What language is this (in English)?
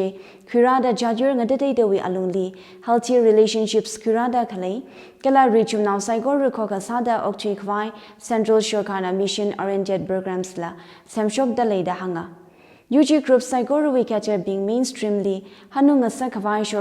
Tangkhul Naga (India)